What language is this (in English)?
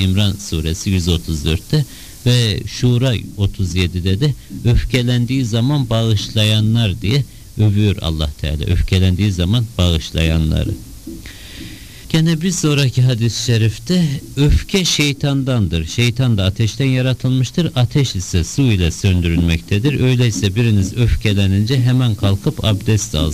Turkish